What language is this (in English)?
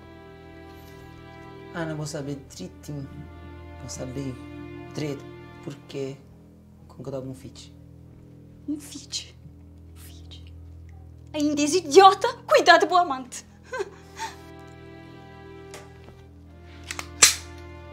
Portuguese